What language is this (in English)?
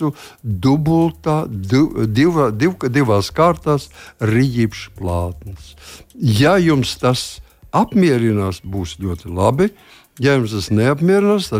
Latvian